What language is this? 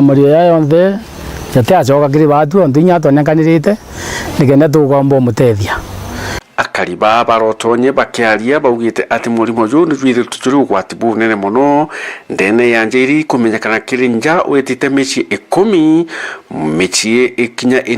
Meru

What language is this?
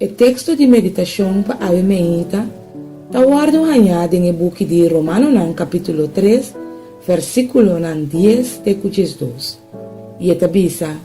Papiamento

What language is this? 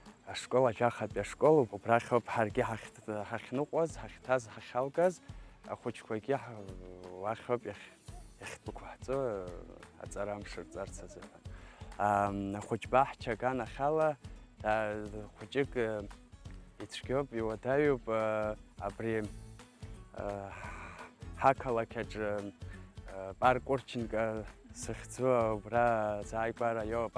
Abkhazian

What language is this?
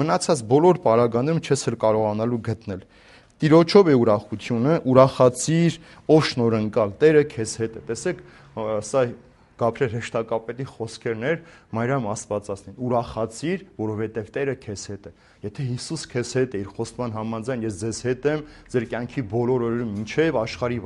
Armenian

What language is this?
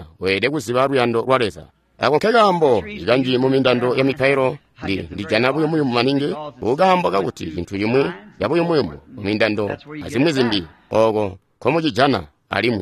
Tonga (Zambia)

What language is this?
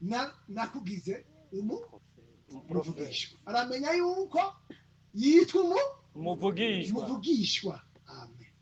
Rundi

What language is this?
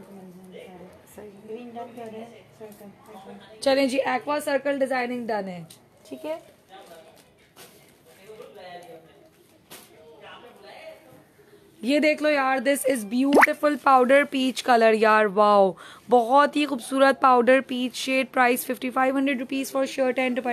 Hindi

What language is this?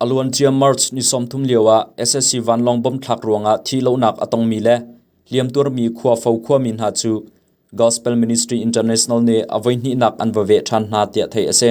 Hakha Chin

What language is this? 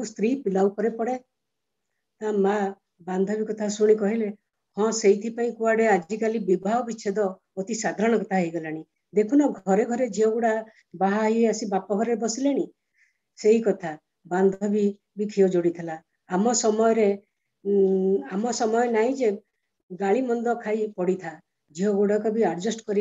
Odia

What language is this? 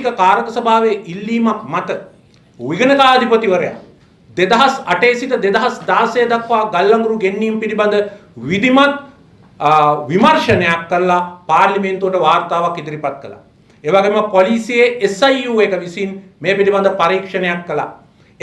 Sinhala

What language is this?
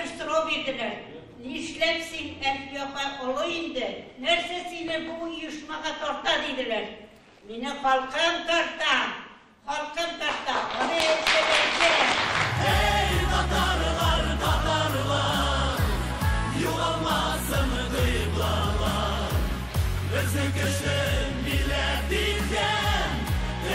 Tatar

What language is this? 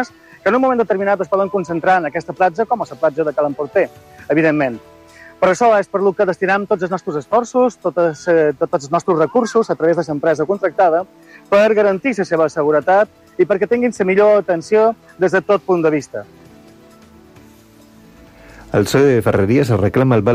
Catalan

